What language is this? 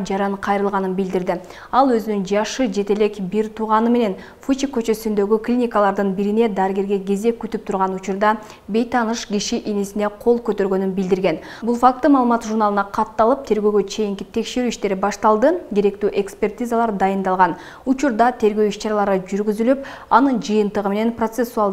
Kyrgyz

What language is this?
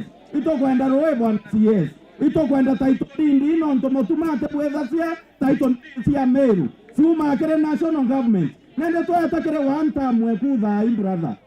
Meru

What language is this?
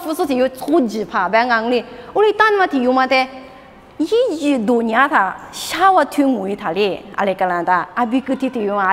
Lisu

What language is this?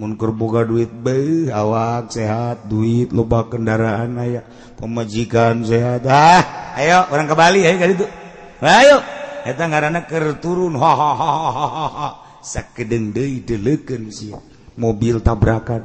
Sundanese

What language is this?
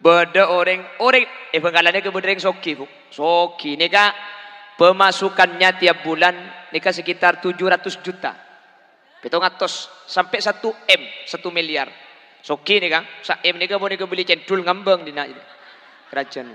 Madurese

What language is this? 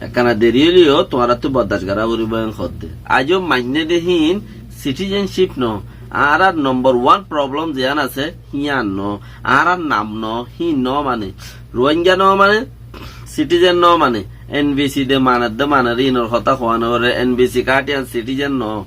Rohingya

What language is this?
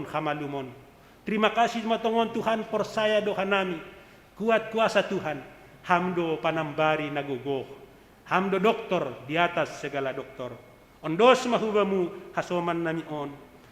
Batak Simalungun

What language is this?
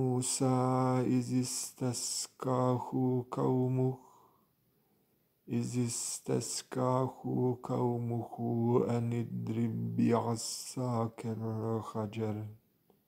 Arabic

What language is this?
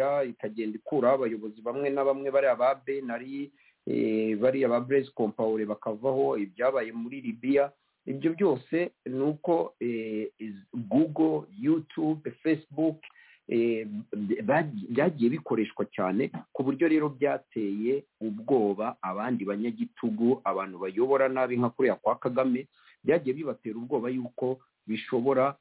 Kinyarwanda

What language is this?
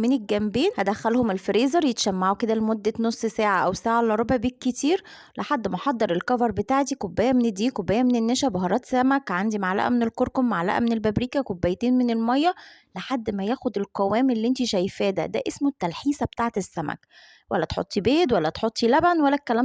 Egyptian Arabic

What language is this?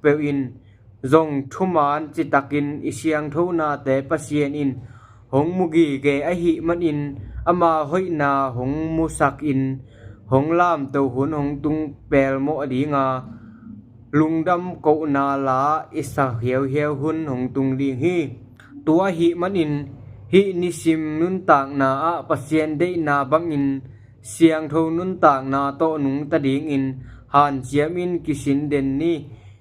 Tedim Chin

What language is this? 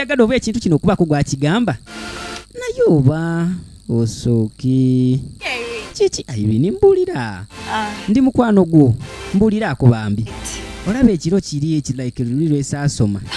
Ganda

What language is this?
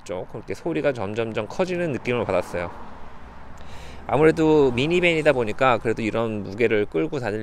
Korean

